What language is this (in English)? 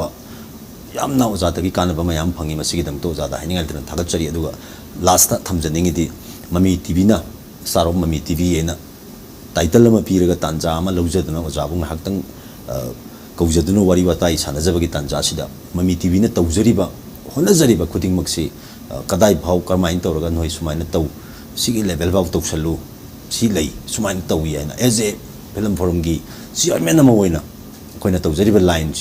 Manipuri